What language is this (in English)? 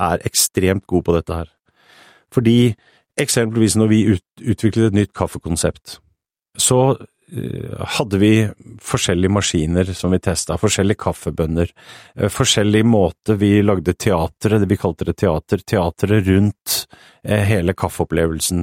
Norwegian